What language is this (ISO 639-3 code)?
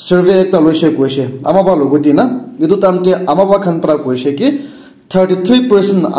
nag